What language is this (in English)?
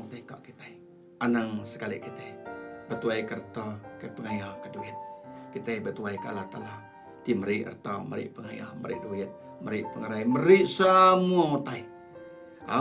Iban